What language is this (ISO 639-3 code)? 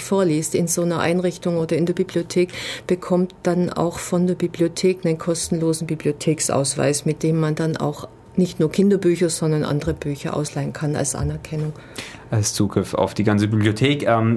deu